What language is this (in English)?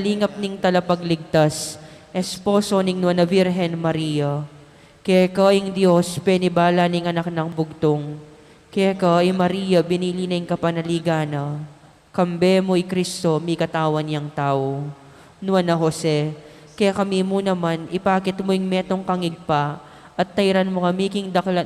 Pampanga